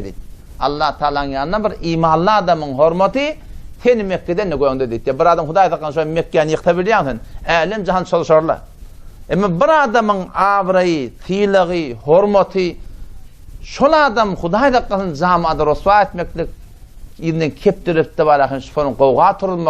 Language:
Turkmen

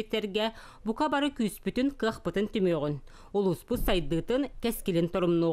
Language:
Yakut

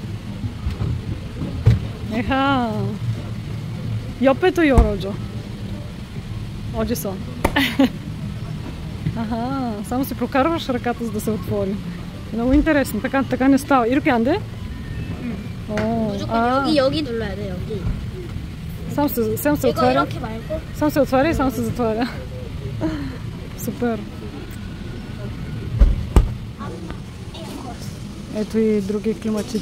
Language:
Bulgarian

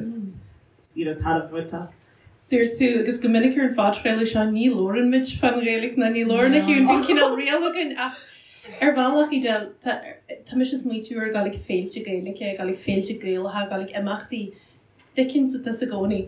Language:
Irish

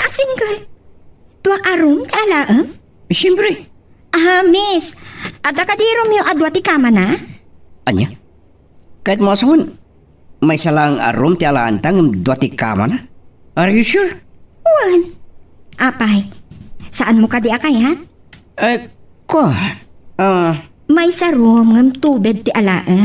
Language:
Iloko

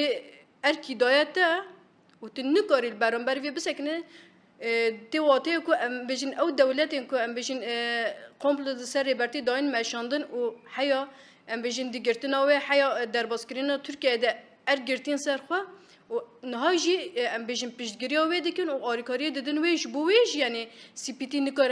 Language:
Kurdish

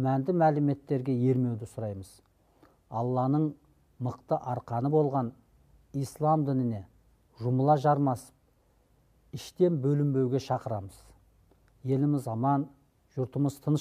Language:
Kazakh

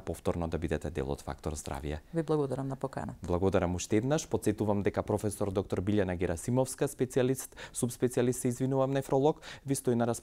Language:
Macedonian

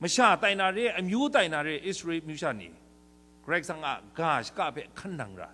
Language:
Kachin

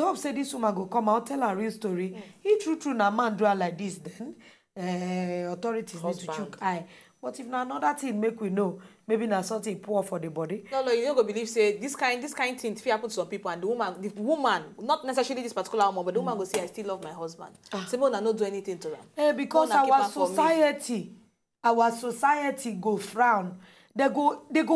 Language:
Nigerian Pidgin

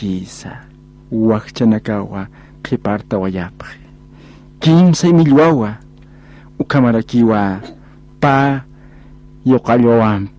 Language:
Aymara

